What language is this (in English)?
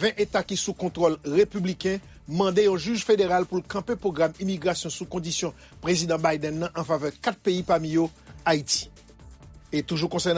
Haitian Creole